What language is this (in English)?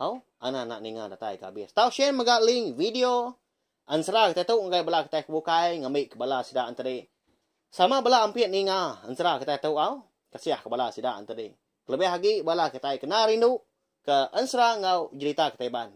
Iban